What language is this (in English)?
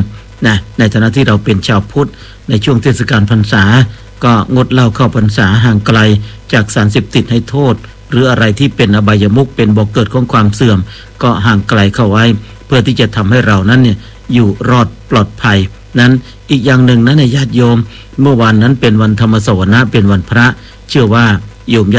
Thai